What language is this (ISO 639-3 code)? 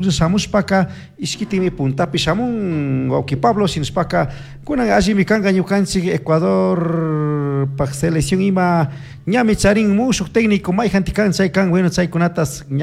qug